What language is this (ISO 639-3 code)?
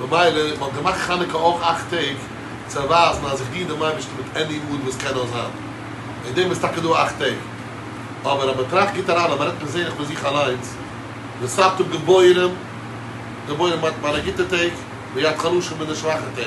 yid